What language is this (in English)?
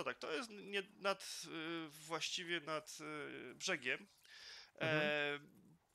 Polish